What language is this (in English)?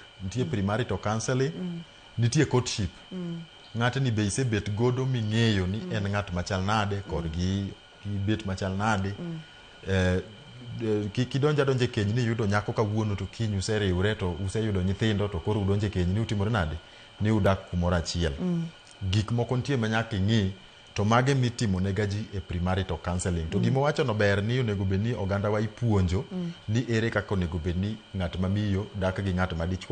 Luo (Kenya and Tanzania)